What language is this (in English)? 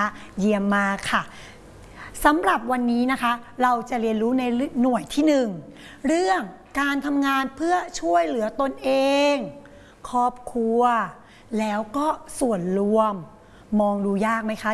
Thai